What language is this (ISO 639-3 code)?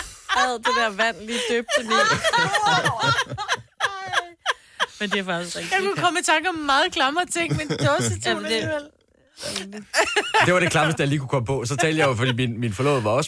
dan